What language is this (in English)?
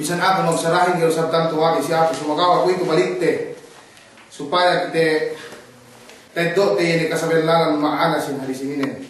Yakan